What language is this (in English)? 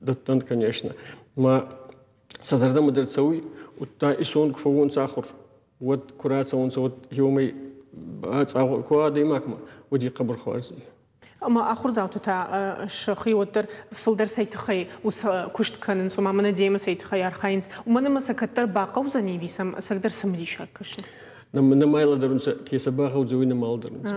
Ossetic